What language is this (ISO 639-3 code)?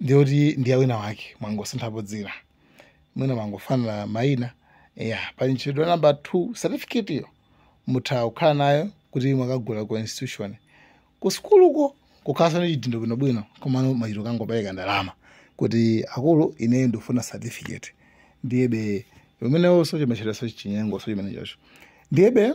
nya